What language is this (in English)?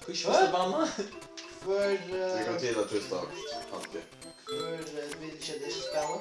Faroese